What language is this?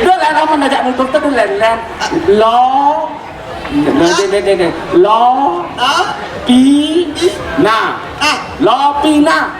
Balinese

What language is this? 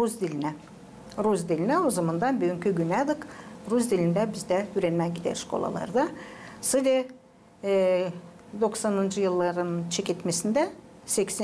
Gagauz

